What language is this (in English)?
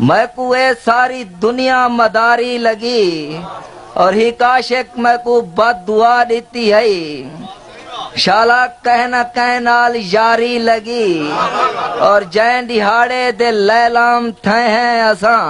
Saraiki